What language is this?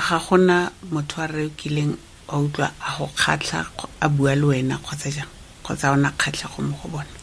Tswana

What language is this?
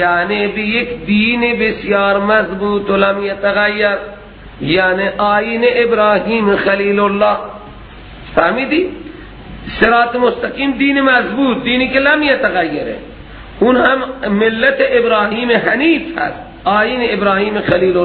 Persian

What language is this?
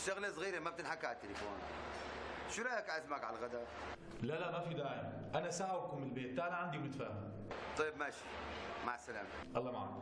North Levantine Arabic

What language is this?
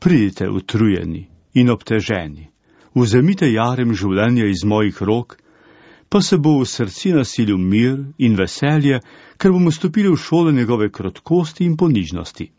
Slovenian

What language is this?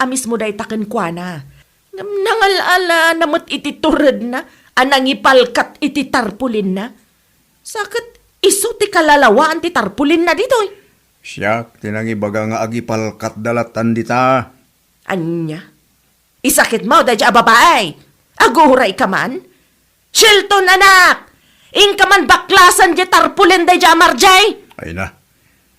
Iloko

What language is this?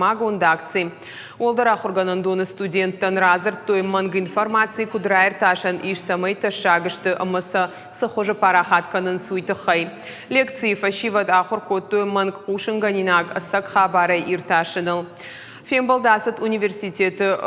Ossetic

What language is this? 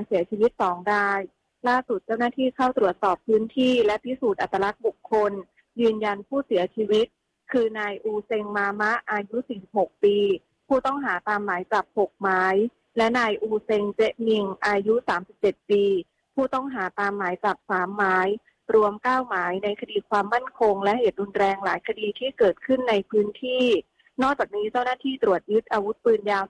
Thai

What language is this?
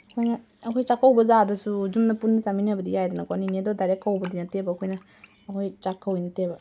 Manipuri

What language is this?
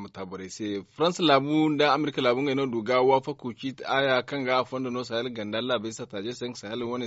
Zarma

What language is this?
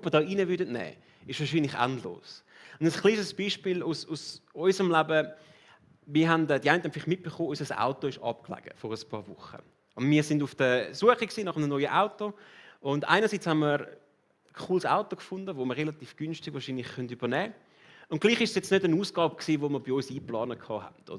Swiss German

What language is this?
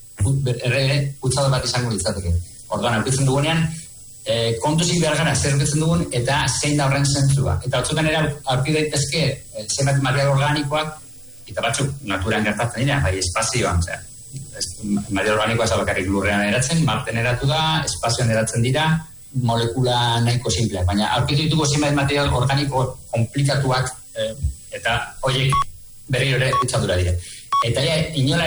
Basque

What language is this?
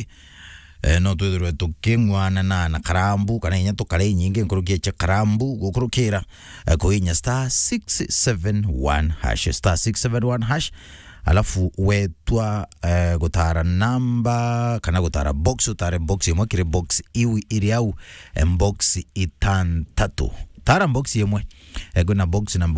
Meru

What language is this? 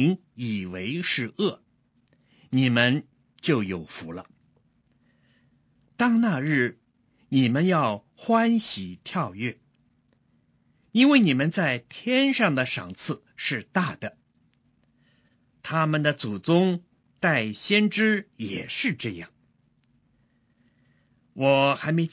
Chinese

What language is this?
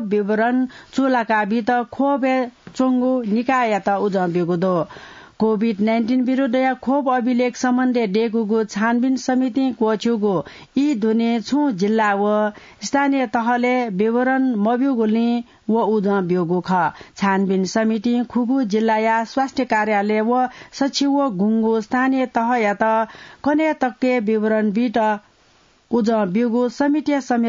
Newari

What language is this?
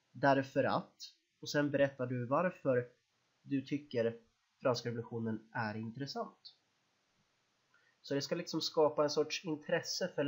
Swedish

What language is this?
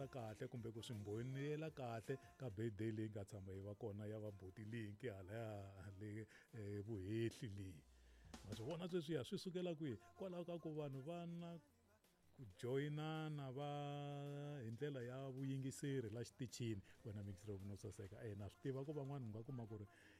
Tsonga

